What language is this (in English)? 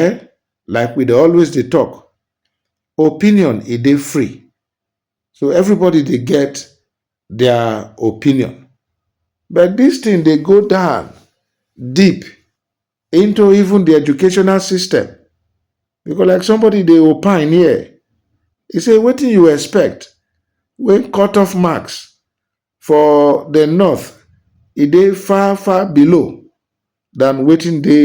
Nigerian Pidgin